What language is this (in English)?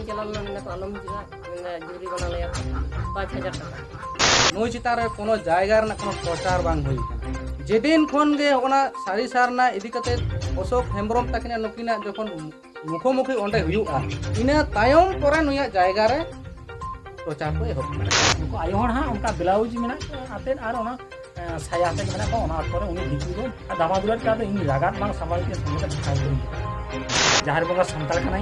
Santali